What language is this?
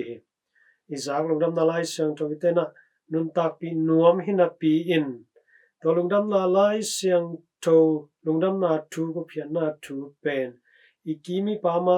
Tedim Chin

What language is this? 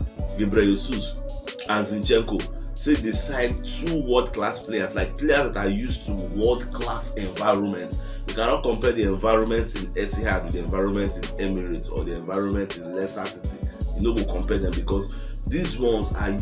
Nigerian Pidgin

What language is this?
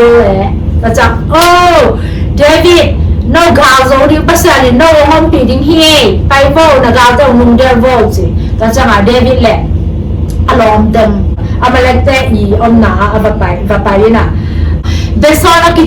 Tedim Chin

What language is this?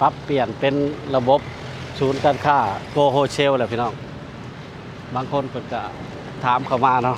Lao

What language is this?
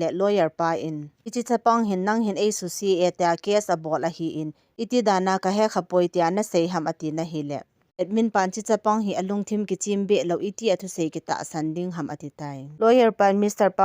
Thado Chin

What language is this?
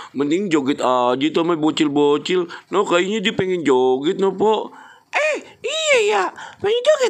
Betawi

